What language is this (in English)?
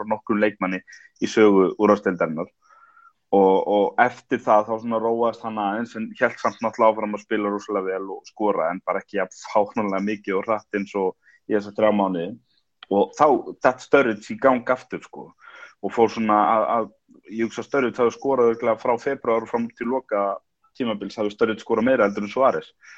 Icelandic